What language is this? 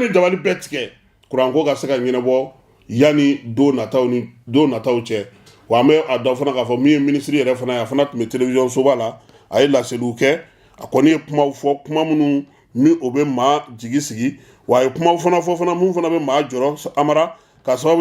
Bambara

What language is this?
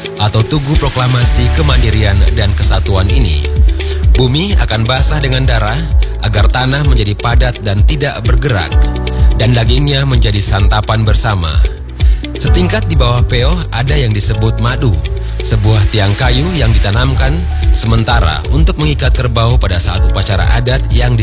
Indonesian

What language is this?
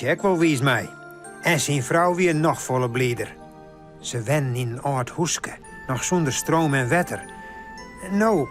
Western Frisian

